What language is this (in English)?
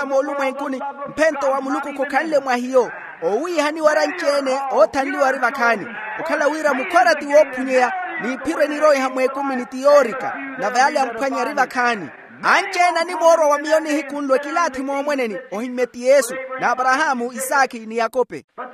Makhuwa